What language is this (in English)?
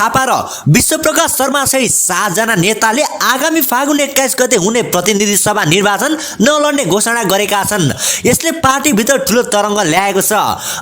Nepali